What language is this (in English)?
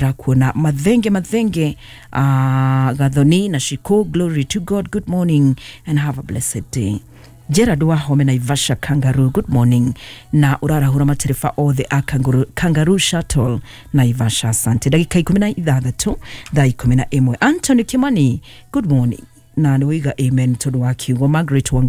Kikuyu